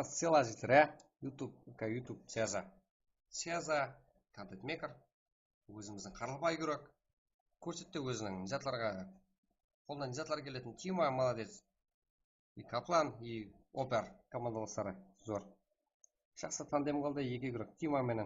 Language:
Kara-Kalpak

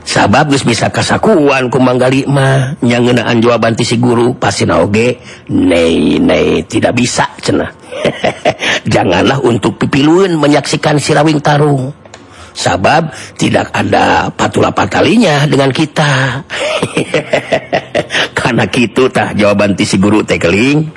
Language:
Sundanese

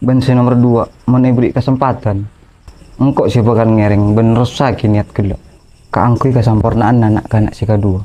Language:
Madurese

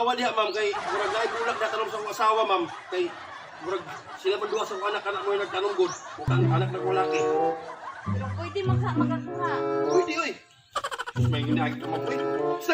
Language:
Cebuano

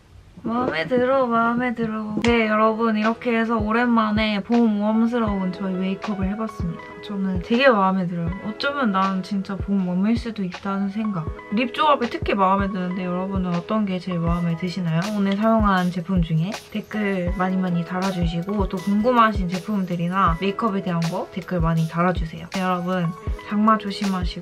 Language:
Korean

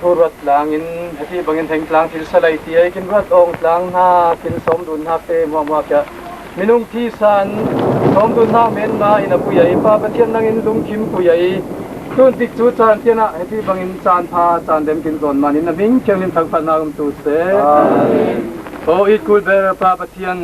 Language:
Falam Chin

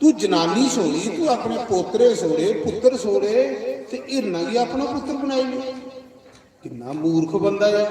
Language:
Dogri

